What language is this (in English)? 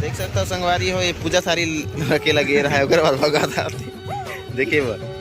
Chhattisgarhi